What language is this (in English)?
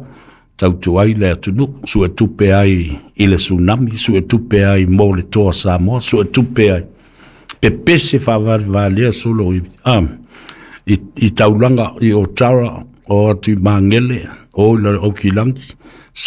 Samoan